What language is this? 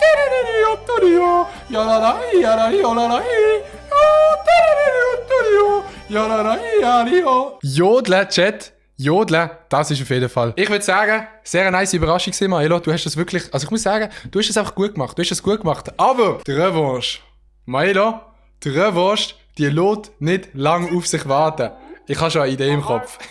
Swiss German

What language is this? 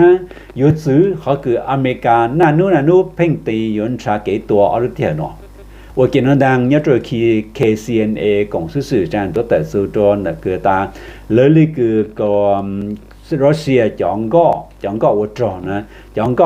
Hmong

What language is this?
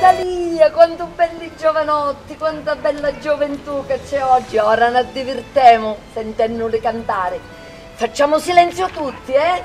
Sicilian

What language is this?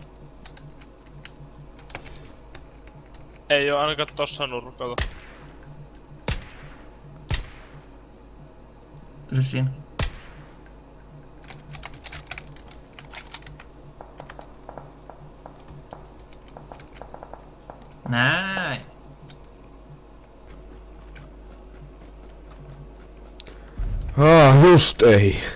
Finnish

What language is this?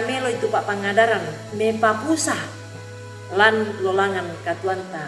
Toraja-Sa'dan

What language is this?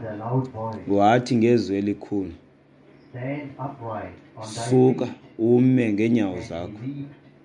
Xhosa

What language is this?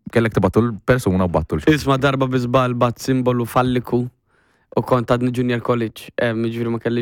Maltese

